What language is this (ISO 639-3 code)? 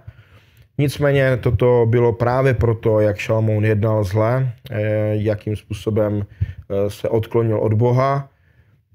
ces